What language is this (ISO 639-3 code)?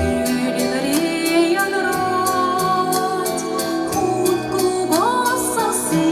chv